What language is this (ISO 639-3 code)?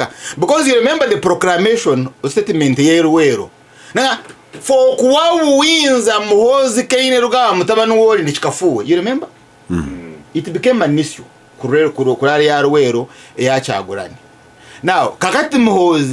lug